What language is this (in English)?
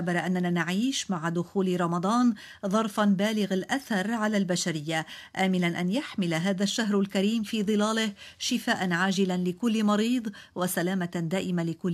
Arabic